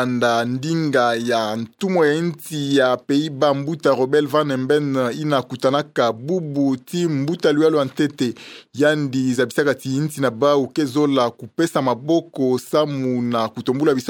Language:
Kituba (Democratic Republic of Congo)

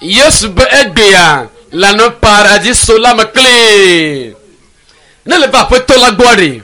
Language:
Ewe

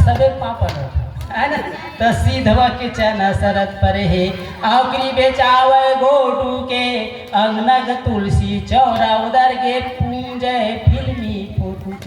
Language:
Chhattisgarhi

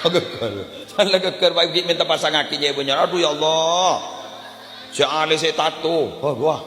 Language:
Madurese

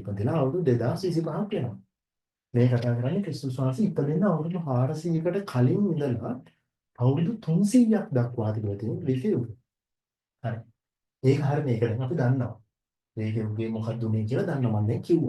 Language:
Sinhala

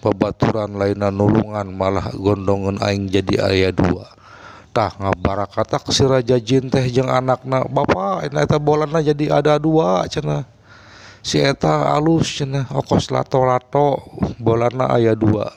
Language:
Sundanese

